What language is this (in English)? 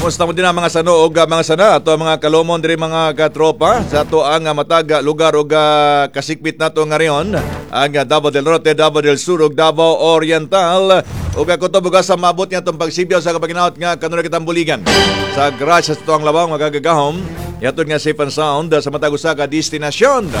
Cebuano